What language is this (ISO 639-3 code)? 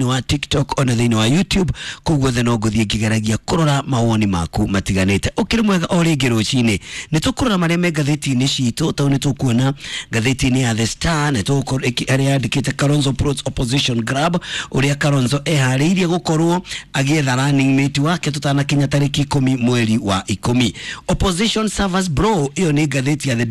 kik